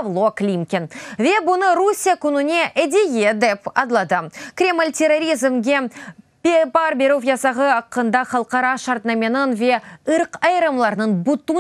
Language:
Crimean Tatar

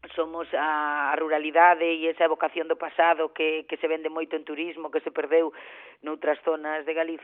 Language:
Galician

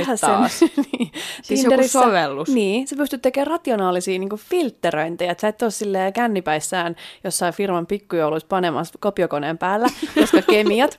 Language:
Finnish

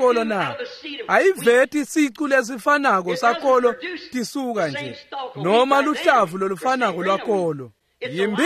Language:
Swati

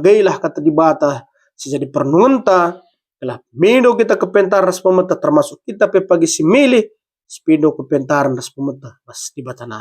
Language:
Batak Karo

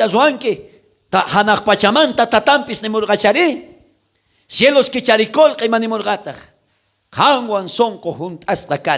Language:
South Bolivian Quechua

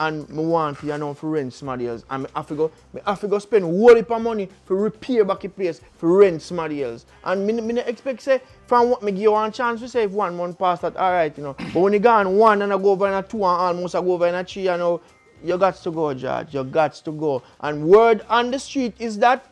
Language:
Jamaican Creole English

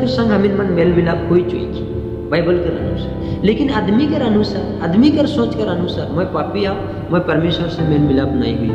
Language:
Sadri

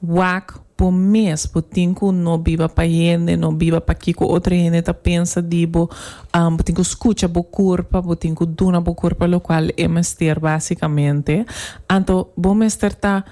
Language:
Papiamento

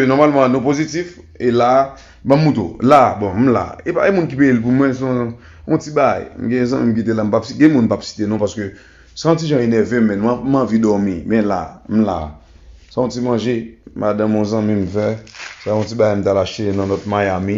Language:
Haitian Creole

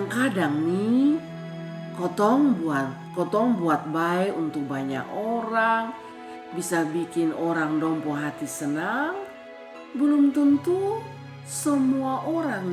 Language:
Kupang Malay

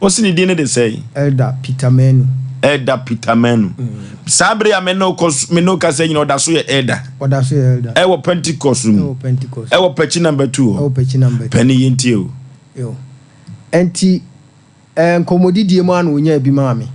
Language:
Akan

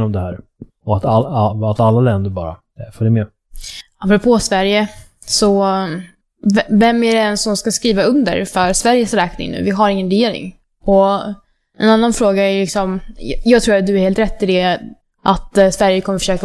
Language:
Swedish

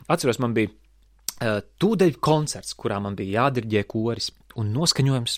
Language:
Latvian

